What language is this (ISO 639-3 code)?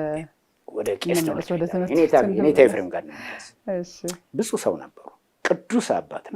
amh